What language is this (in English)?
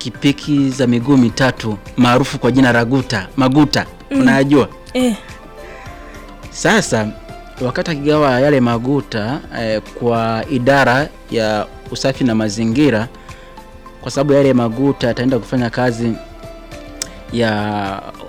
Swahili